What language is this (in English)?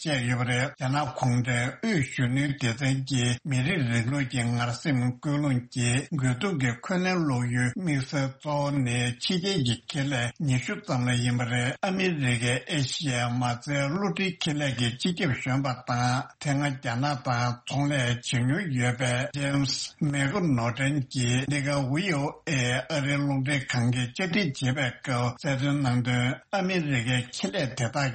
Tibetan